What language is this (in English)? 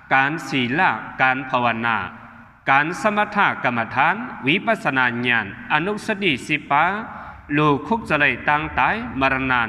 Shan